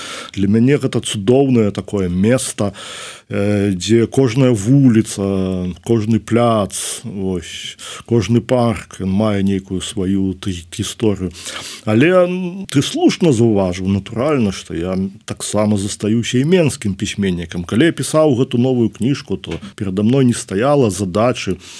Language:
Belarusian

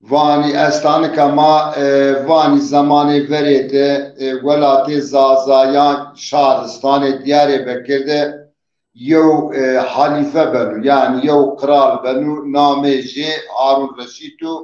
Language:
Zaza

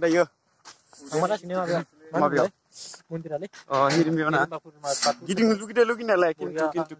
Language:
Bodo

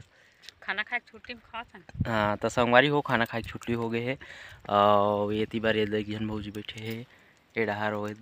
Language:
Chhattisgarhi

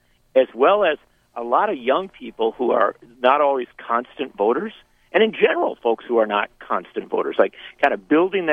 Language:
English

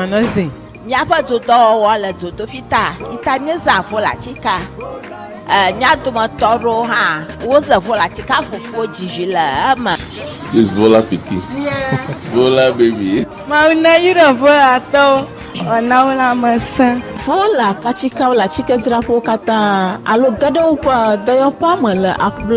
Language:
Ewe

